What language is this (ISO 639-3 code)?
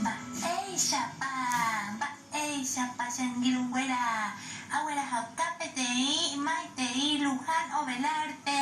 grn